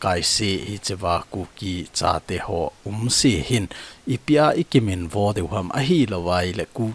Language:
Thado Chin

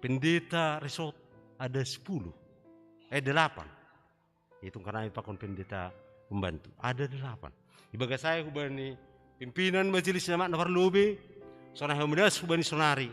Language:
Batak Simalungun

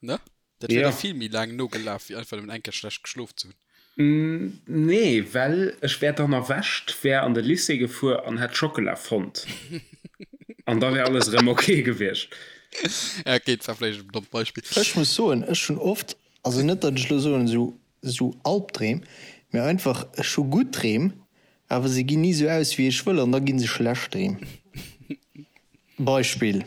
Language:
Luxembourgish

